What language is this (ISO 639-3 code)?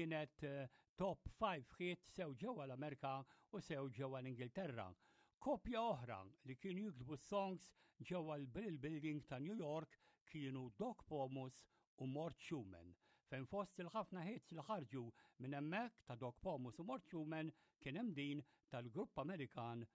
mlt